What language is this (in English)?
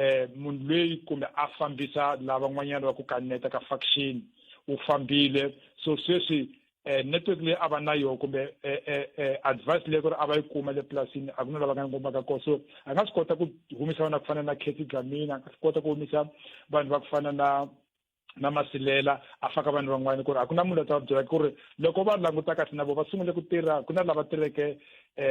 Tsonga